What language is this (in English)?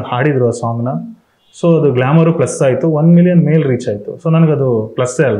Kannada